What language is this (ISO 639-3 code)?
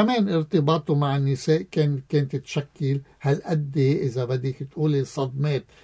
apc